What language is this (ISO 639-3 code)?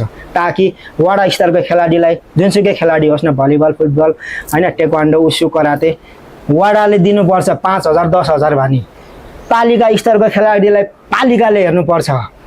nep